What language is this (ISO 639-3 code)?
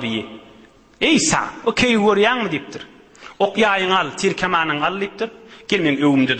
tuk